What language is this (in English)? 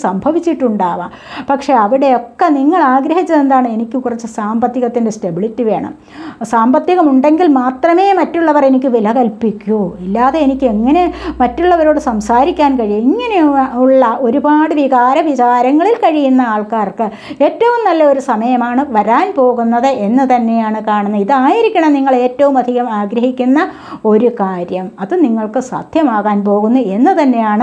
Malayalam